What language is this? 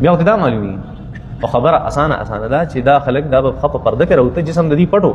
Pashto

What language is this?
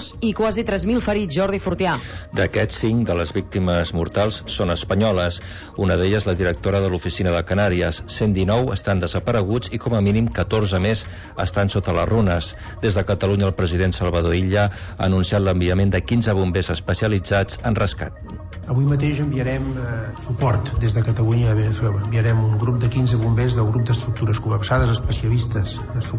Catalan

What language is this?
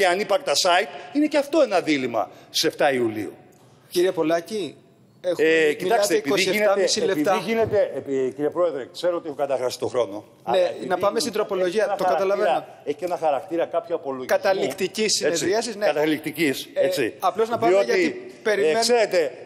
Greek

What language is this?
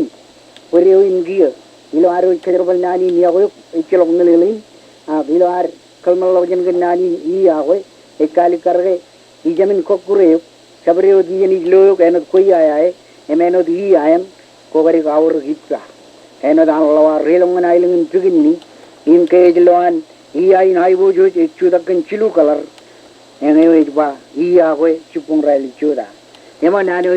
Marshallese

